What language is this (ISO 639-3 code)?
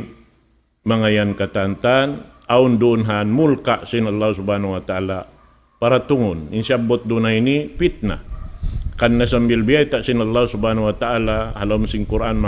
tsg